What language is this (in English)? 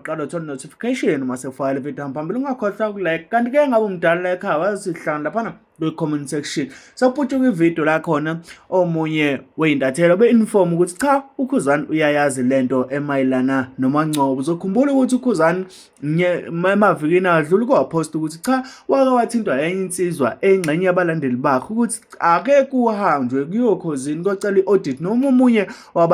Zulu